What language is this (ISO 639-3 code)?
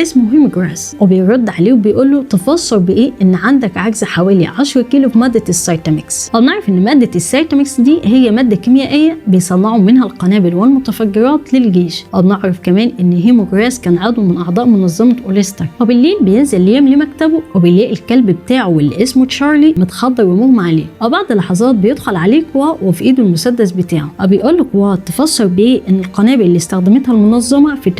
arz